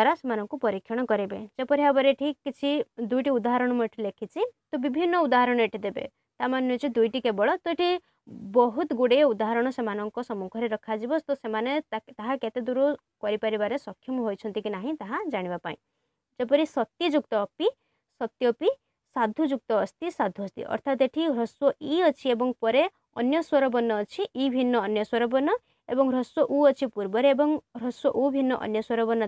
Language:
Odia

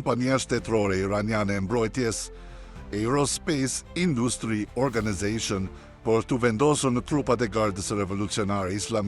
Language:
Albanian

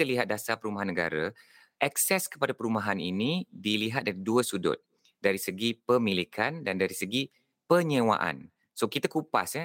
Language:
Malay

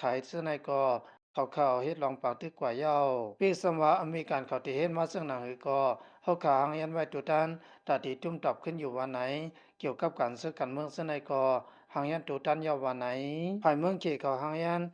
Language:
Shan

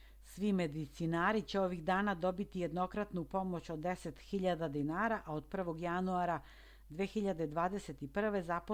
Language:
Serbian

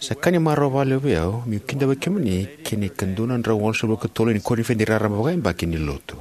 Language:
Fijian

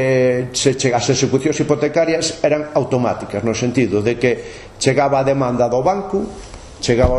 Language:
Galician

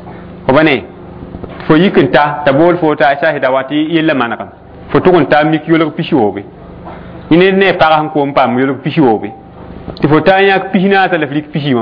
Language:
Mossi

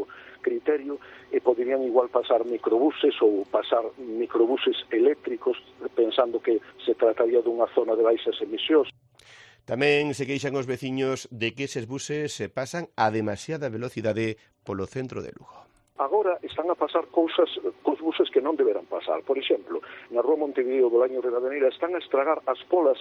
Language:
Galician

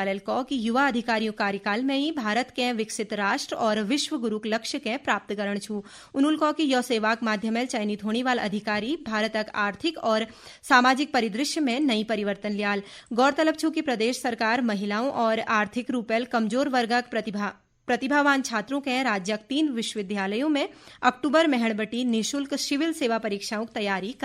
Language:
Garhwali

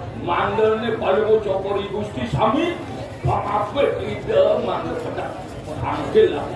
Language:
Balinese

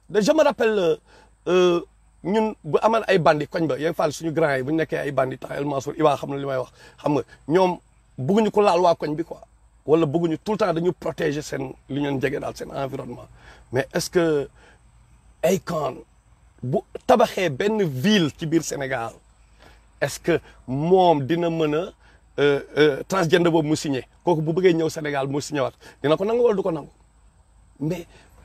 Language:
Wolof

